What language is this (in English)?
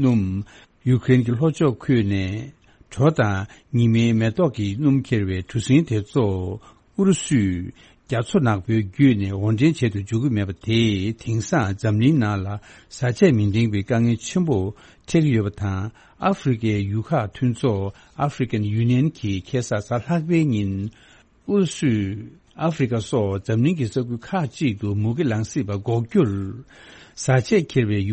Tibetan